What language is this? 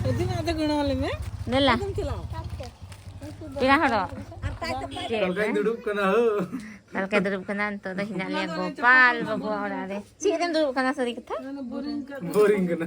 Santali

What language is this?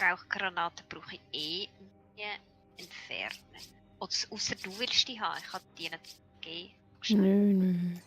Swiss German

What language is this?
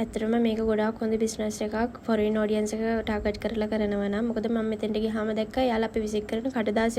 Sinhala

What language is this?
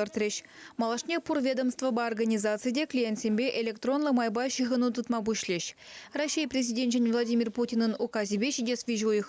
Chuvash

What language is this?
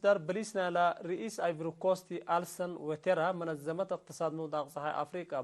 Tigre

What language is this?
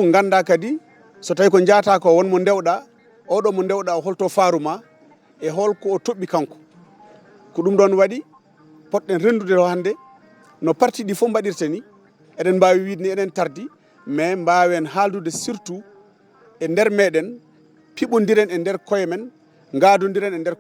Fula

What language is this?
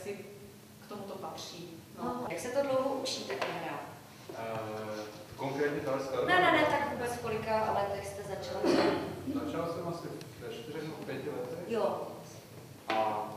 Czech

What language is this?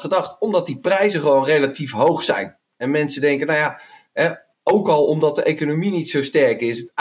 Dutch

